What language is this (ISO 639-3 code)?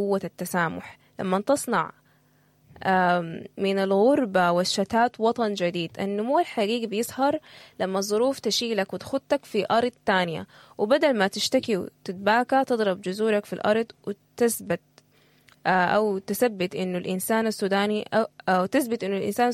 apd